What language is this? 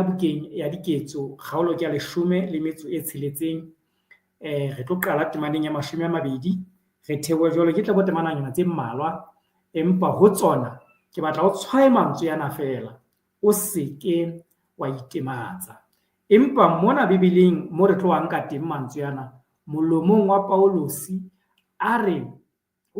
Southern Sotho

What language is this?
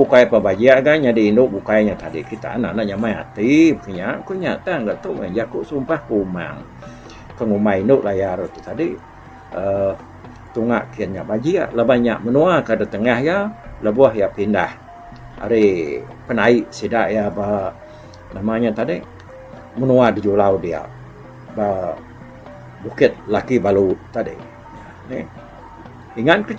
Iban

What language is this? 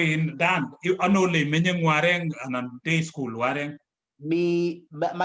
Kalenjin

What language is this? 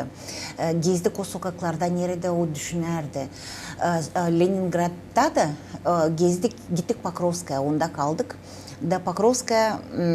Gagauz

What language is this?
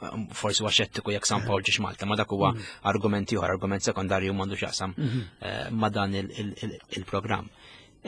Maltese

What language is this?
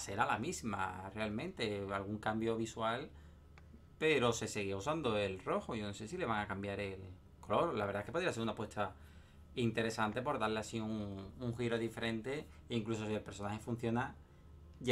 Spanish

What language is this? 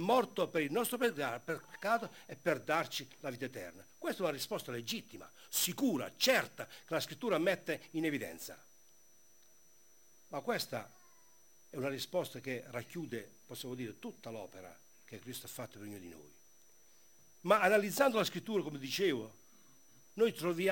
Italian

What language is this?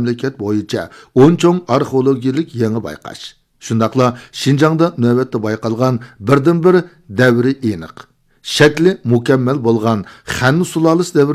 Uyghur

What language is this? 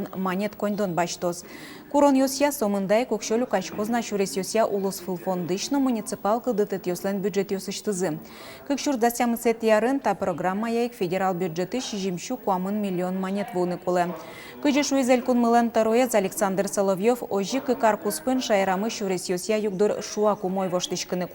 Udmurt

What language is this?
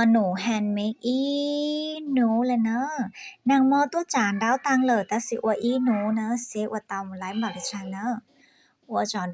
Hmong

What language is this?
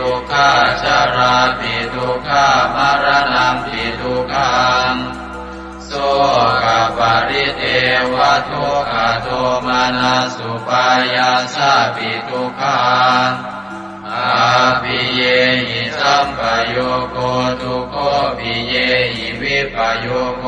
Pali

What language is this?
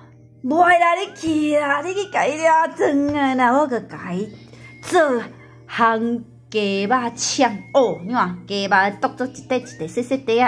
Min Nan Chinese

